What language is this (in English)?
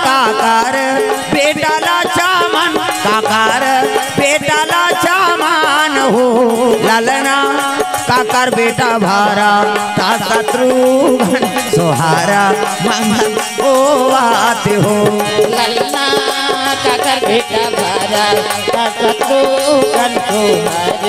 Bhojpuri